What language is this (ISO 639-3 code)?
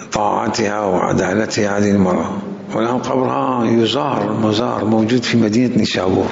acm